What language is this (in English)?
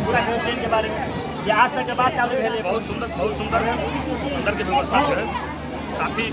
Maithili